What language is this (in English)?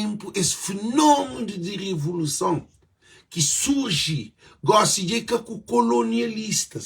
Kabuverdianu